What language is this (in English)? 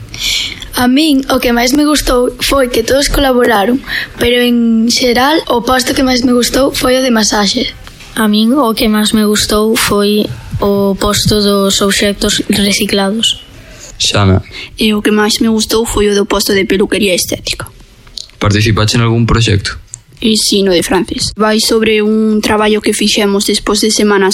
Galician